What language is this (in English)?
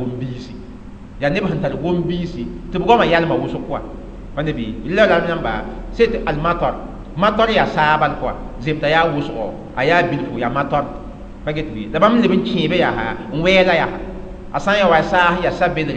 Mossi